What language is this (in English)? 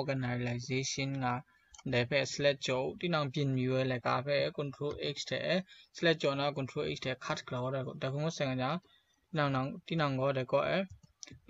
Kachin